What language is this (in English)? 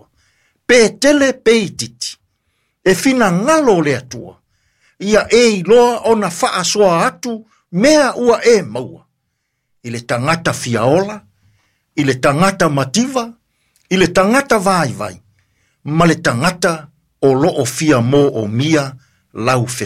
Samoan